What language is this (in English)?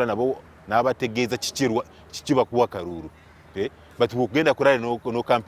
Ganda